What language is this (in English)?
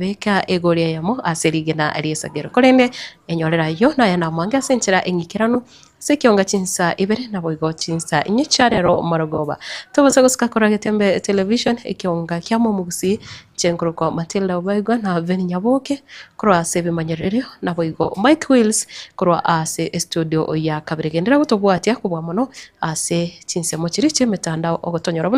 Gusii